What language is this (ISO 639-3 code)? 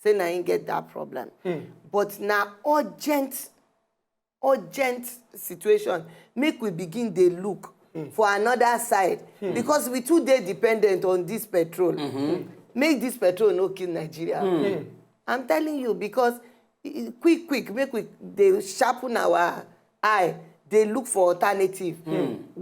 pcm